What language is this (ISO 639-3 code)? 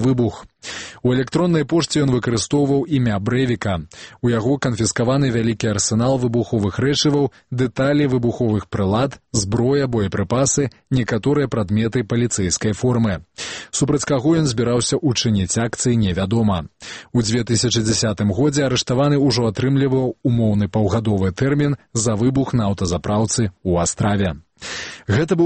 bel